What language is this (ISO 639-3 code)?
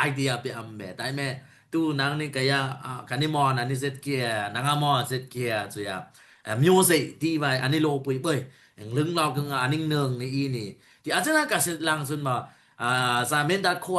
dis